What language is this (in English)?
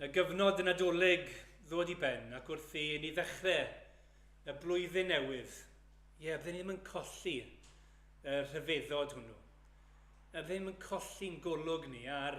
Welsh